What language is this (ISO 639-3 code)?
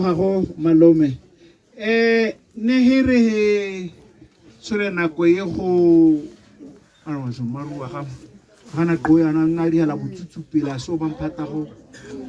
tsn